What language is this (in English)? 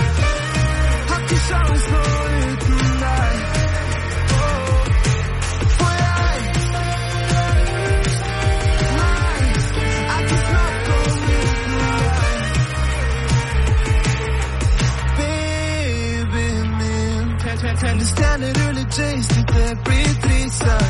Norwegian